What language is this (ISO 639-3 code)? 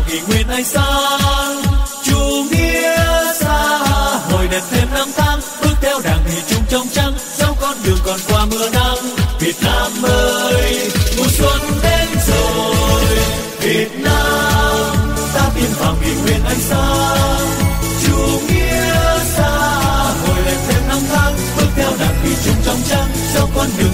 vie